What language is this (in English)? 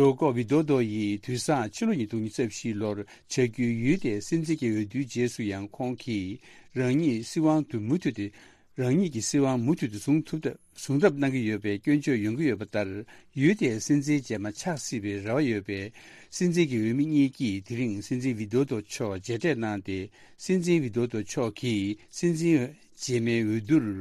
Tibetan